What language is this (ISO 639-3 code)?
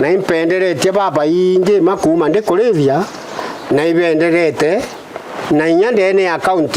mer